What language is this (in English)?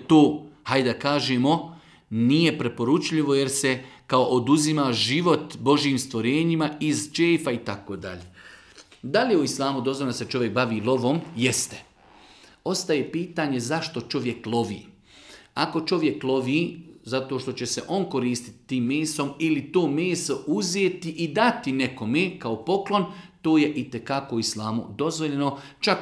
Bosnian